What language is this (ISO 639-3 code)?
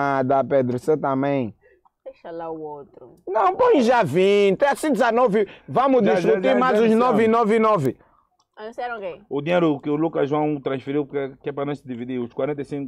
por